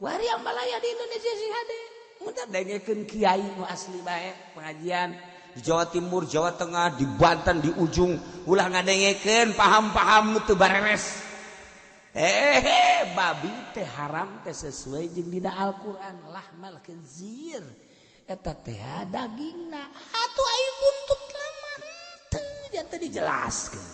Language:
Sundanese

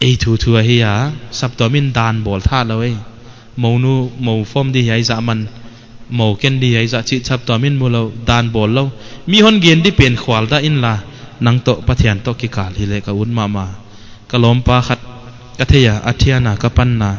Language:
Paite Chin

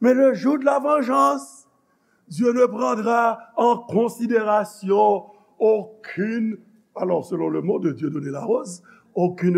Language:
Haitian Creole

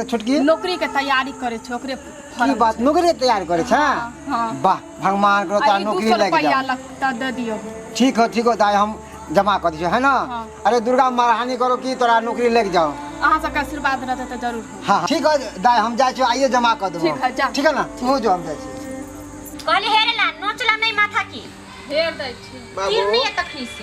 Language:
Maithili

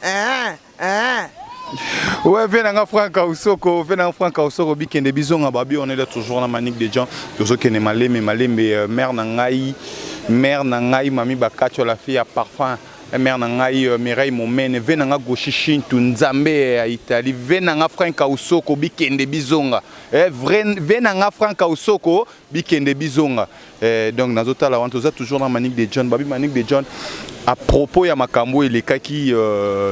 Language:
Lingala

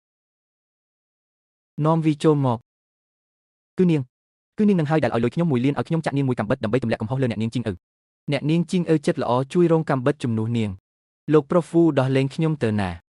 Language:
Khmer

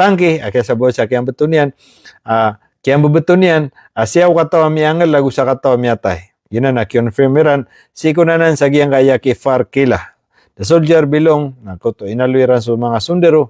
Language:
Maranao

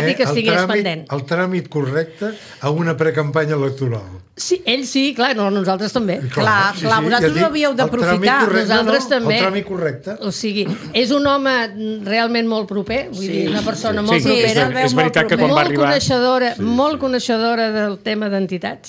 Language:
Catalan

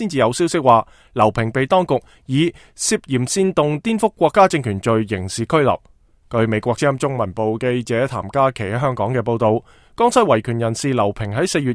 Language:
Cantonese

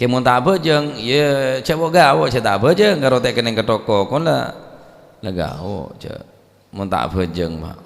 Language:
Madurese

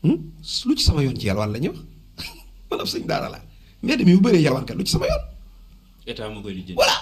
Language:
Wolof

